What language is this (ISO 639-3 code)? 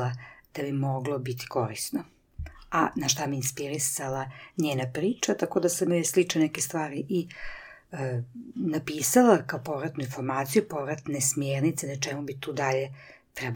srp